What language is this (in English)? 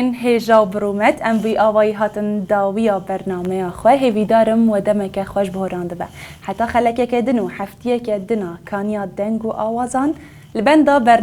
Kurdish